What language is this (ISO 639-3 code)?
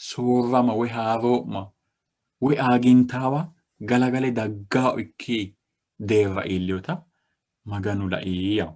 sid